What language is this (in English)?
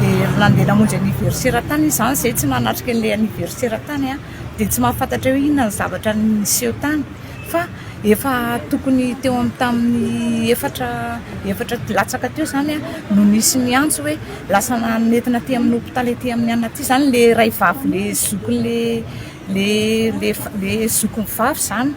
Malagasy